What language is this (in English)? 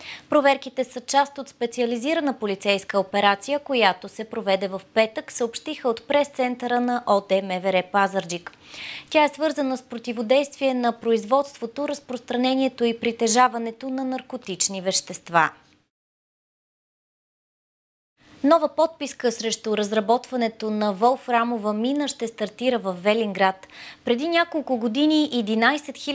Bulgarian